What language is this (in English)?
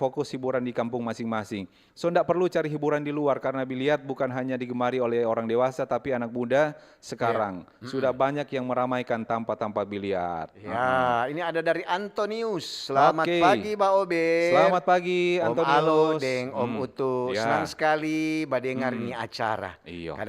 Manado Malay